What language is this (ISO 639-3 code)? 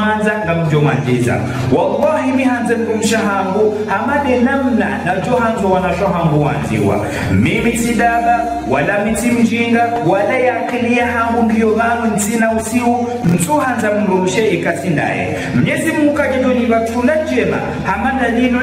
zdj